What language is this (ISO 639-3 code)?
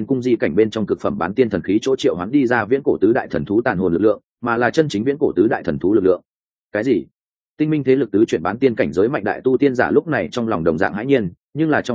vie